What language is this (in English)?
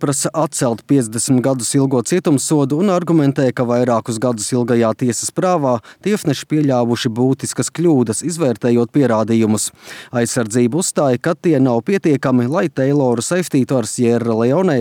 Latvian